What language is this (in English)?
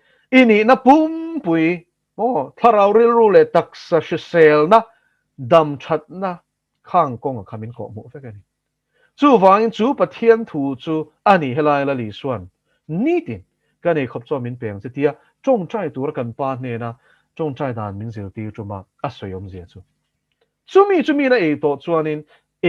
Mizo